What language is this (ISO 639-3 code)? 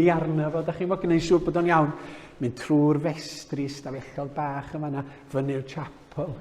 cym